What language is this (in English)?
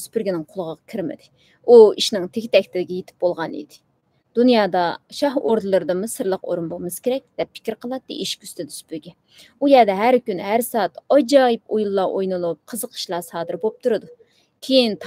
Uyghur